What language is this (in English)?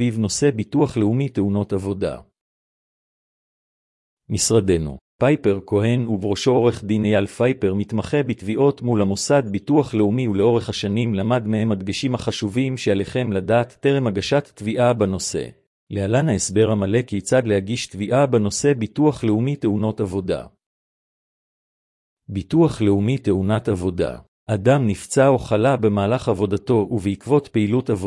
Hebrew